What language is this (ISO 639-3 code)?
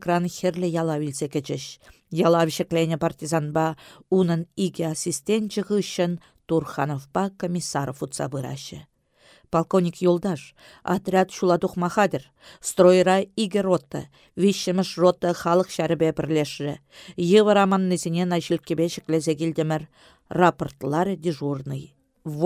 chv